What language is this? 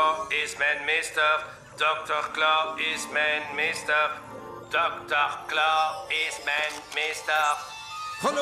Dutch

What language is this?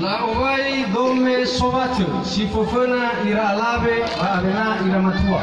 Nias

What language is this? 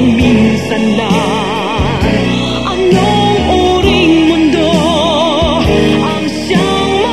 Filipino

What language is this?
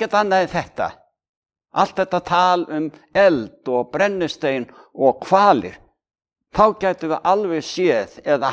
Icelandic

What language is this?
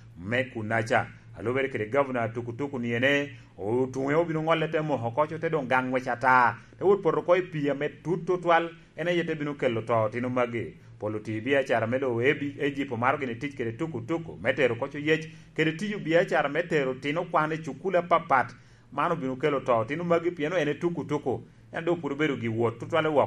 Lango (Uganda)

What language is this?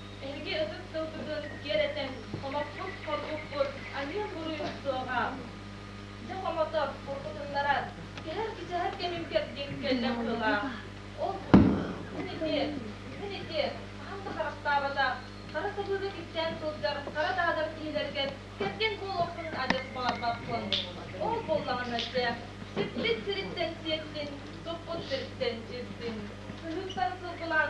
Yakut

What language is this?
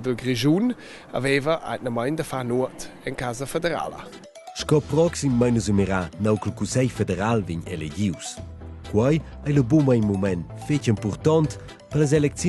Romansh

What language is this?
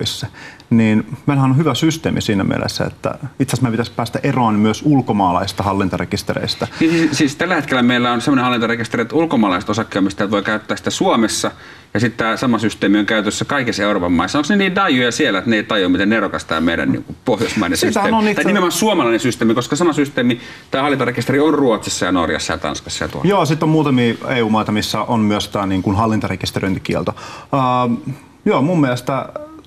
Finnish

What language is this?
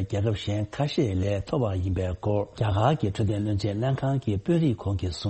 Tibetan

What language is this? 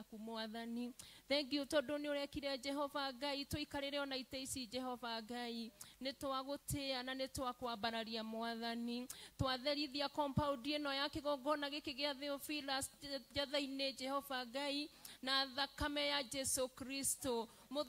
Kikuyu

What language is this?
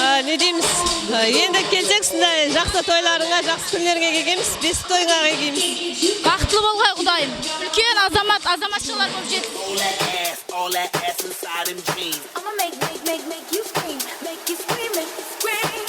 Kara-Kalpak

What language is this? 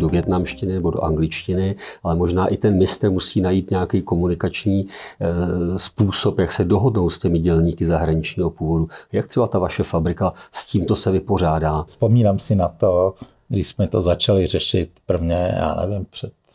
Czech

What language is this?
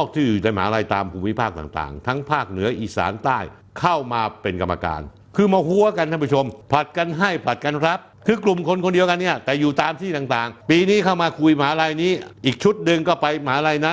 Thai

